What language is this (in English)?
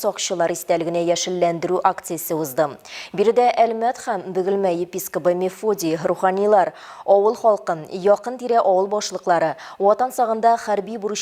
Tatar